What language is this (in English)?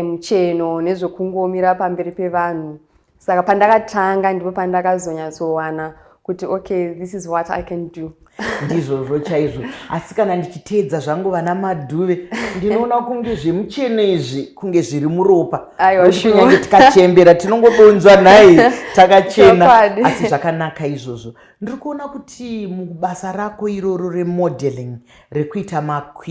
Shona